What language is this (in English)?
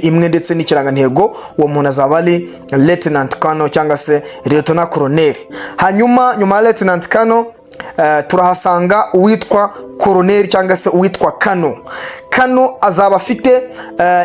Kinyarwanda